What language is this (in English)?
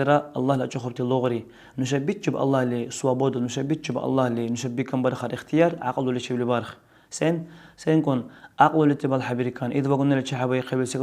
Dargwa